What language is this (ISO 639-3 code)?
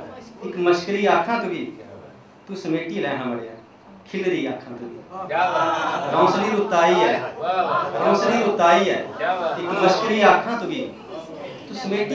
doi